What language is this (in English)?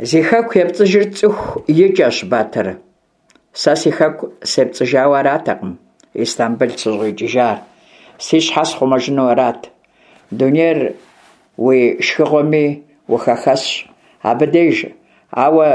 Kabardian